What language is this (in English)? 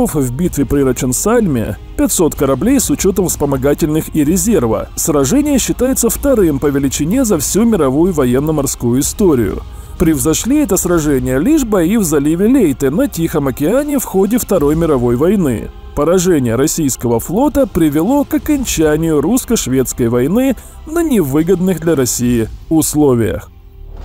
Russian